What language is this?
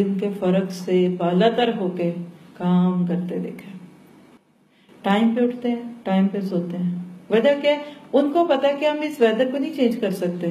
Urdu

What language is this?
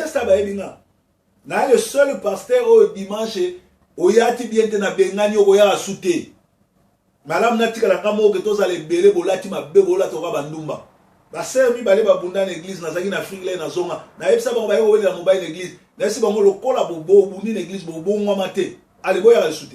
Lingala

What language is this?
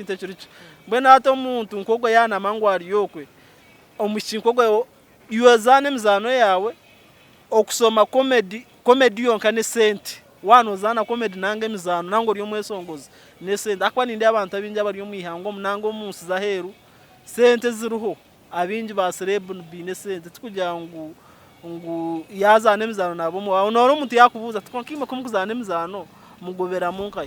Nyankole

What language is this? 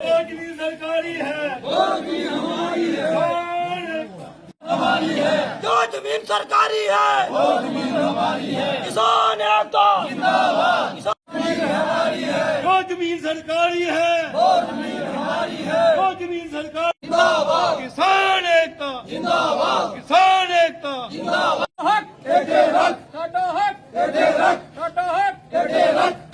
Dogri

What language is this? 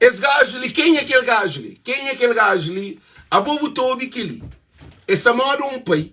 Kabuverdianu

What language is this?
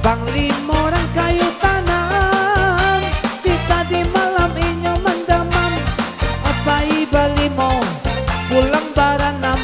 Minangkabau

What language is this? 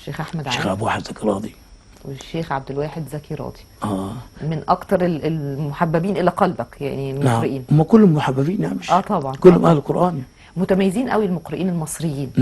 Egyptian Arabic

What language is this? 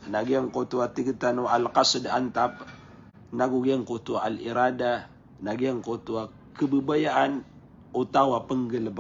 Maranao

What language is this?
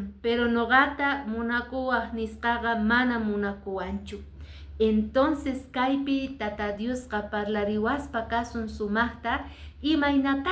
Quechua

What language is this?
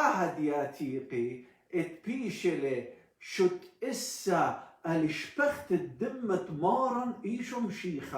Assyrian Neo-Aramaic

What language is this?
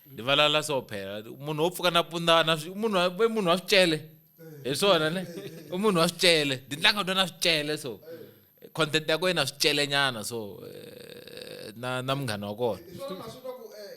Tsonga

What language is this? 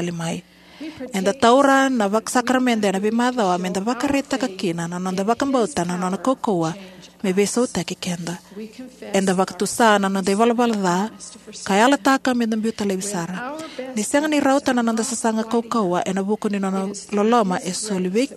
Fijian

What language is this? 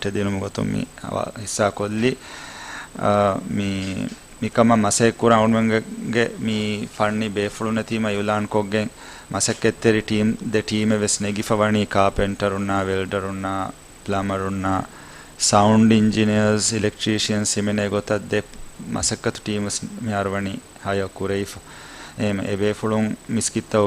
Divehi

